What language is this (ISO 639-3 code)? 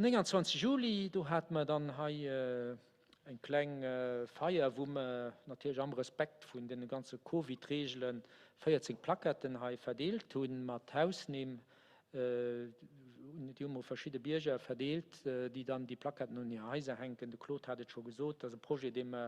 ltz